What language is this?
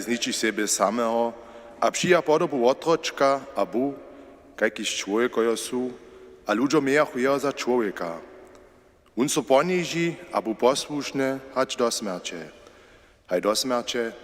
Upper Sorbian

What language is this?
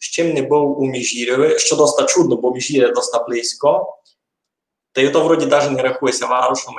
Rusyn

